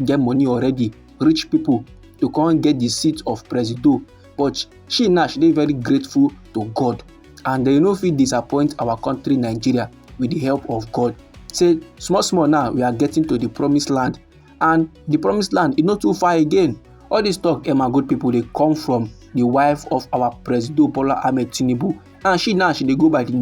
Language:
Nigerian Pidgin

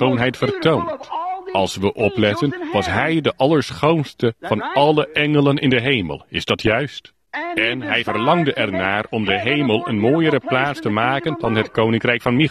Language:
Dutch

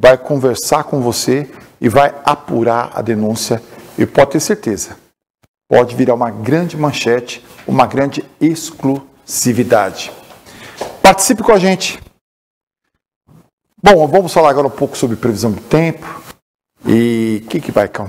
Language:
Portuguese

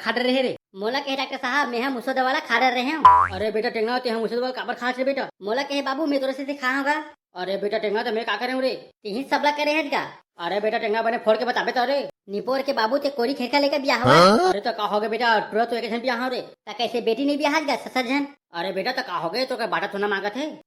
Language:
Chhattisgarhi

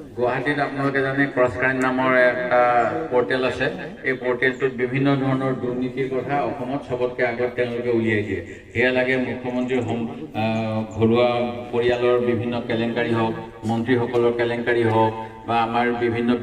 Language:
Assamese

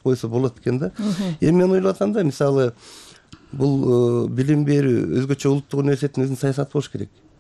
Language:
Kyrgyz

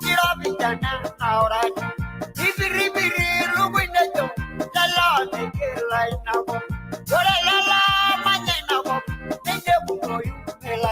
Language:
Masai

